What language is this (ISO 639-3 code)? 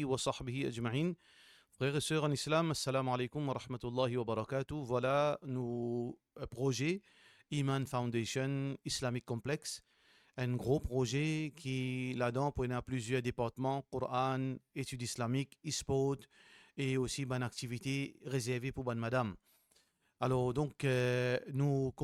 mfe